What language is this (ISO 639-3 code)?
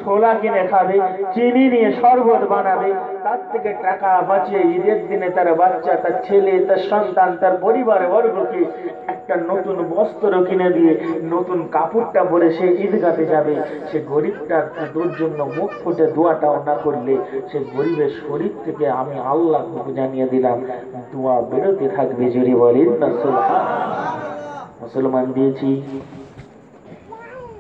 ben